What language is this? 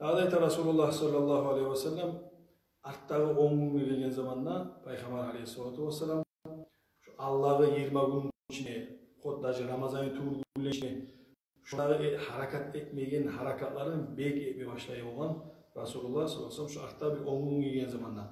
Kumyk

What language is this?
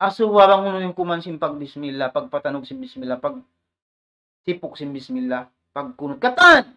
Tausug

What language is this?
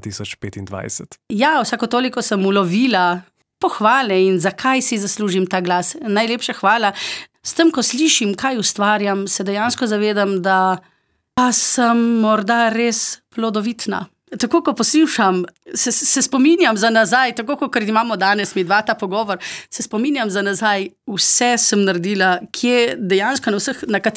Slovenian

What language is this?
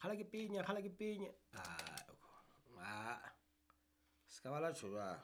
Southern Sotho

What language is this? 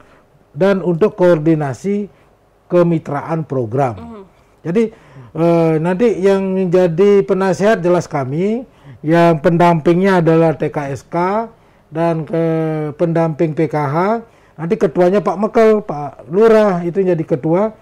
Indonesian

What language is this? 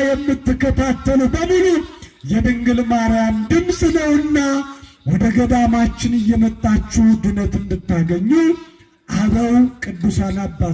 Amharic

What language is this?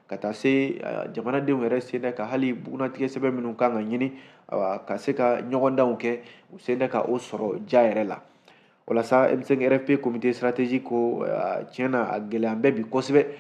Bambara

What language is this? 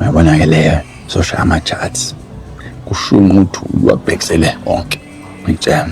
Zulu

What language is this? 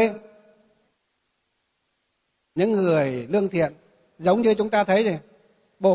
Vietnamese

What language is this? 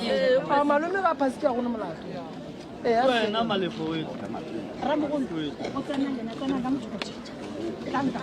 Northern Sotho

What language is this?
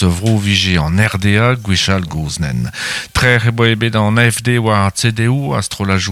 Breton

